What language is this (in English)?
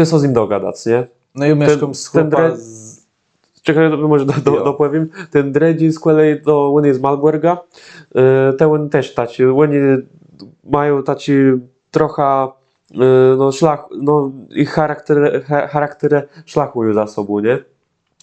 Kashubian